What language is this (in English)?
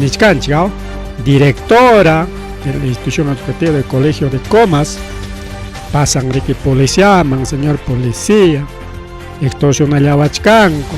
Ayacucho Quechua